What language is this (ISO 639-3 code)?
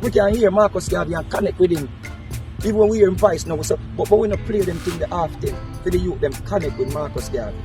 jam